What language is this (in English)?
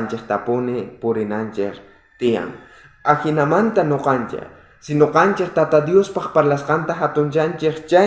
South Bolivian Quechua